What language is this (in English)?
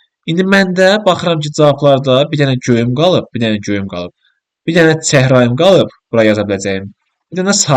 Azerbaijani